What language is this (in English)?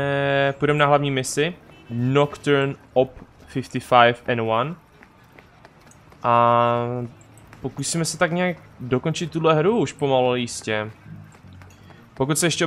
Czech